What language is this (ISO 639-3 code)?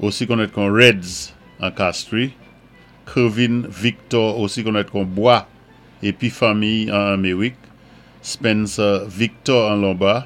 acf